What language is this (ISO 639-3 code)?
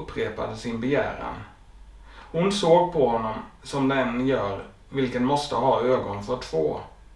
swe